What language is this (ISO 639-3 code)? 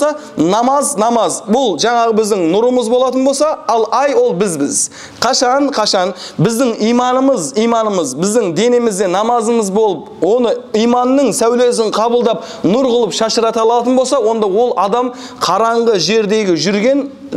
kaz